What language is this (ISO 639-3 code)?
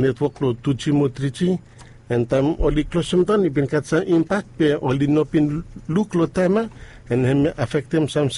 bis